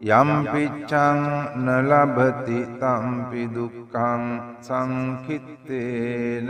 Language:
Sinhala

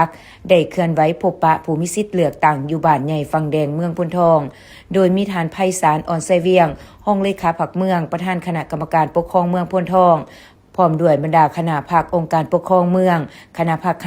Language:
Lao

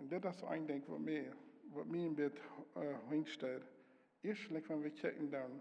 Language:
Plautdietsch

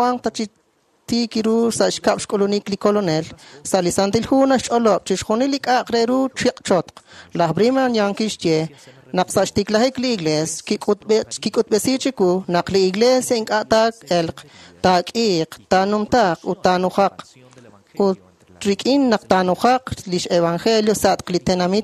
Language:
Kekchí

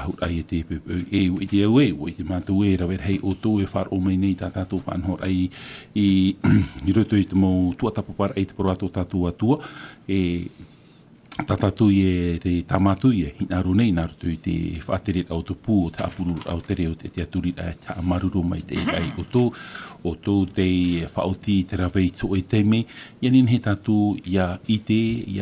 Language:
Tahitian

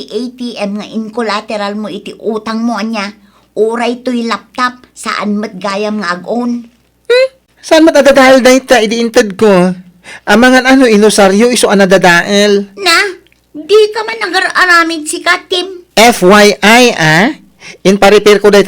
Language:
Iloko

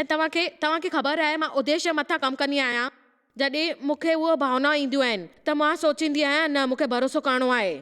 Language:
Sindhi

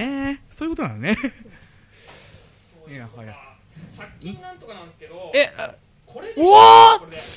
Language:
Japanese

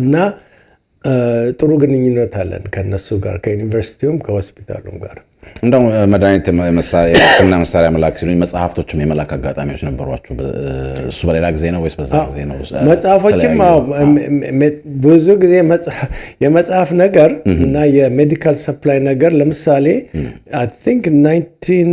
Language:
Amharic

